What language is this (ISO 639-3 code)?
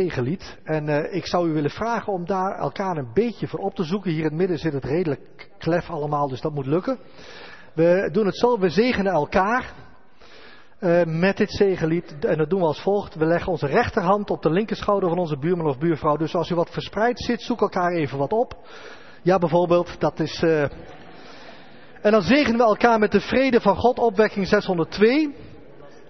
nld